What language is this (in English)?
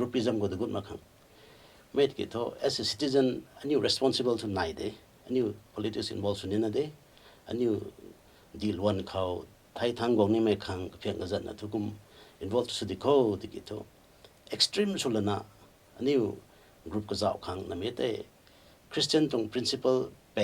Rongmei Naga